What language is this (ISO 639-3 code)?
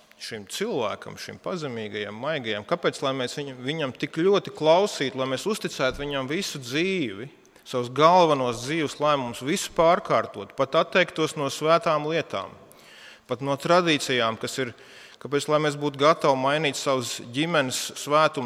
lav